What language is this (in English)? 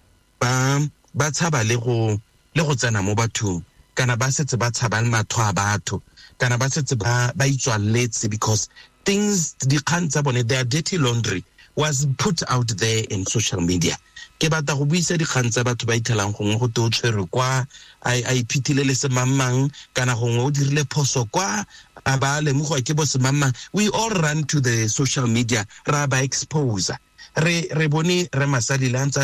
Tswana